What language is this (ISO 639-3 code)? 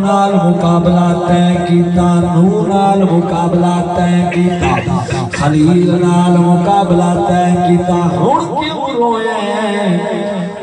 skr